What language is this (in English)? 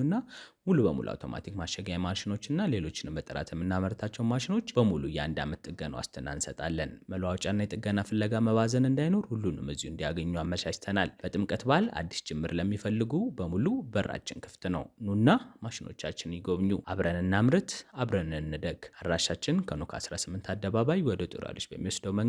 Amharic